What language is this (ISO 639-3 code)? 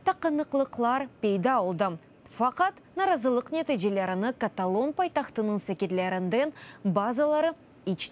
crh